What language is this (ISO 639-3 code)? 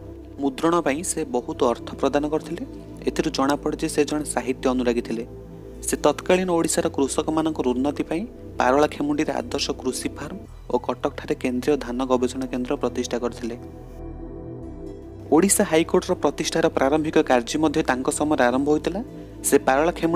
ori